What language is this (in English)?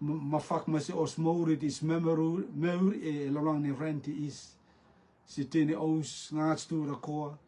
Rotuman